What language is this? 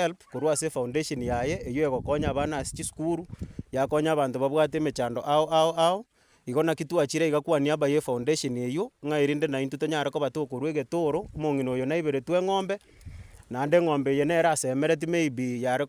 Gusii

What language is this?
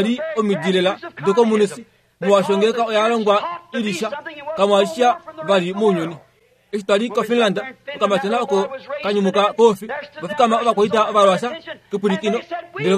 Kuanyama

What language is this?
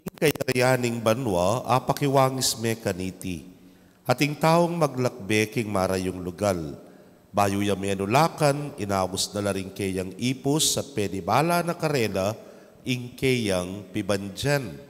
Pampanga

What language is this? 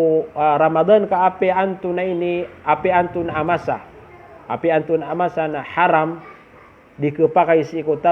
Maranao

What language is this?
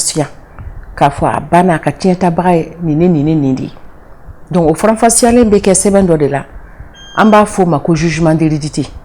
Bambara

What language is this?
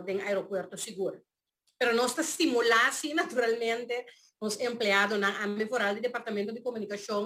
Papiamento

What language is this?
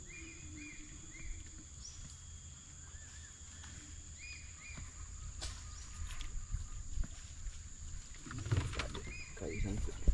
Malay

